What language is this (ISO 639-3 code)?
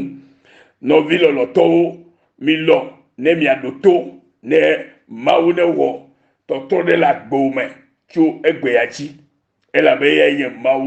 ewe